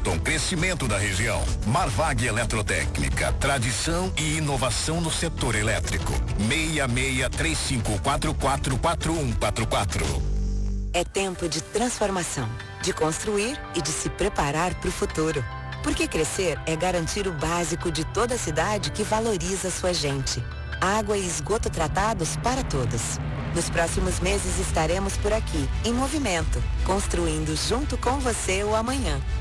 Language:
Portuguese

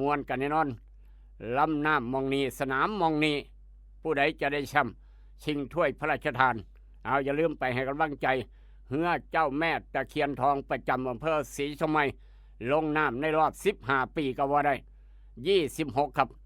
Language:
Northeastern Thai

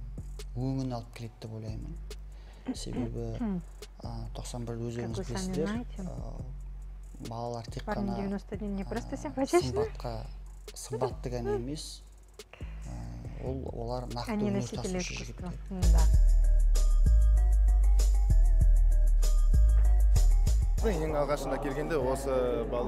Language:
Kazakh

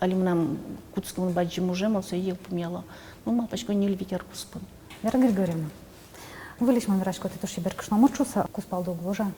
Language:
Udmurt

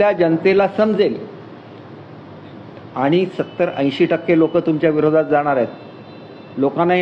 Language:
Marathi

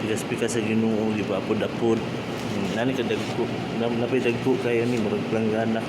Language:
Cebuano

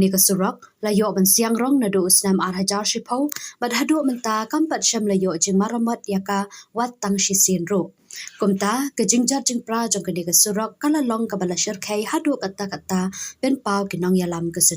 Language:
Khasi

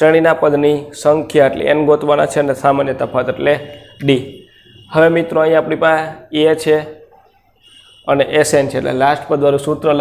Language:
Gujarati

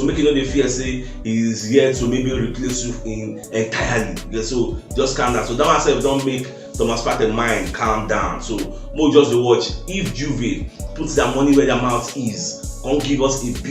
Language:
Nigerian Pidgin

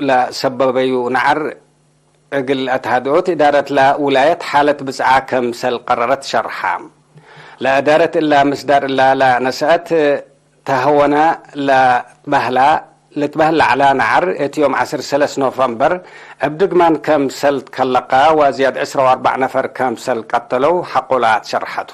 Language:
Tigre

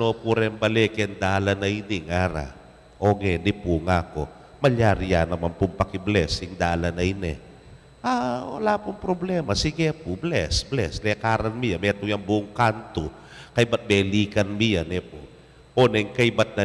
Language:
Pampanga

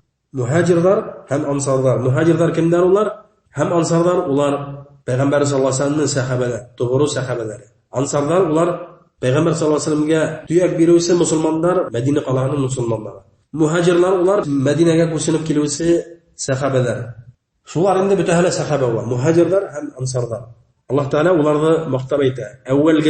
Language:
Bashkir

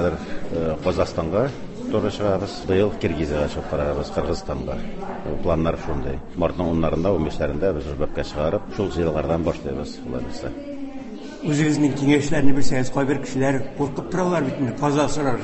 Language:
Tatar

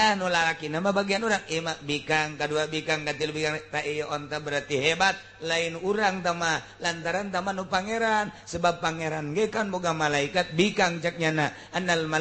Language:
Sundanese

